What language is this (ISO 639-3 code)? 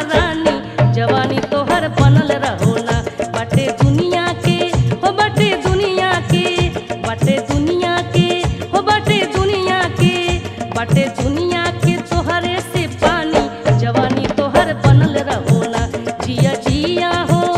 bho